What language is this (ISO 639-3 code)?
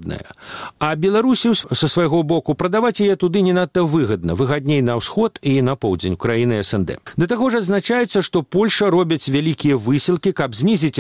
bel